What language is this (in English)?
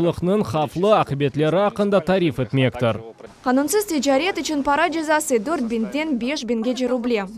Crimean Tatar